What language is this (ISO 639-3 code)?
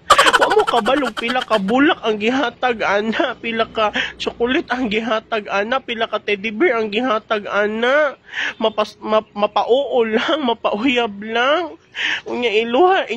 ceb